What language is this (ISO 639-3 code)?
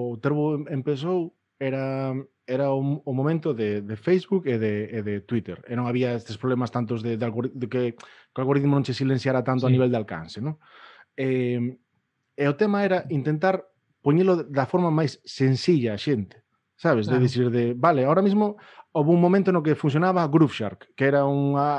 glg